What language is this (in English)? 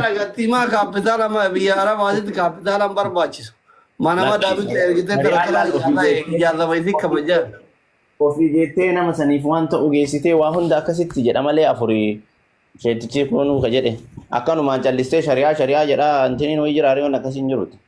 Oromo